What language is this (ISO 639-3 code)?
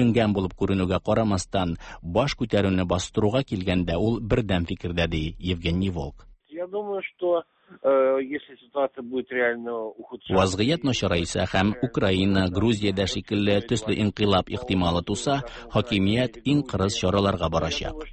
tat